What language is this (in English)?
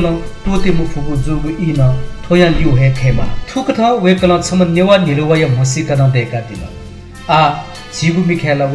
Newari